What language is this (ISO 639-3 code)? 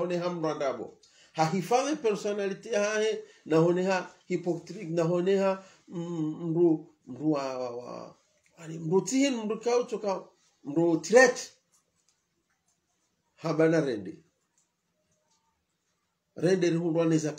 swa